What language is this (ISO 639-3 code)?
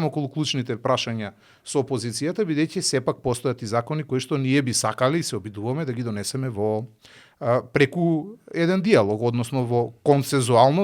mkd